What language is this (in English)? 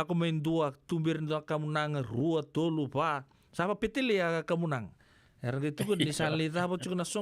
Fijian